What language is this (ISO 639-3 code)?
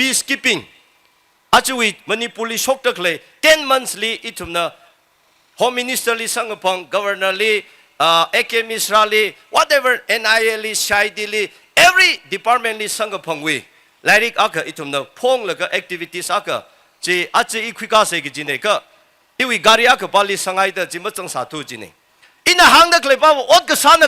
nmf